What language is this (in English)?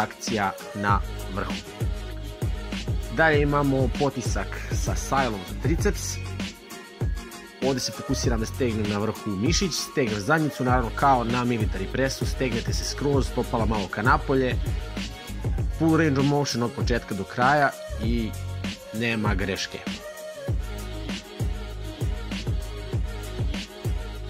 Serbian